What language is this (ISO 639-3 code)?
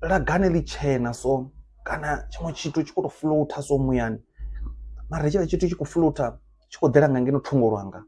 ven